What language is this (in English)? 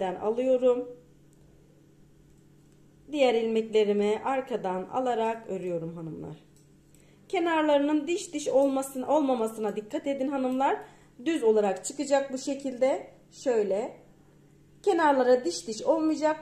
Turkish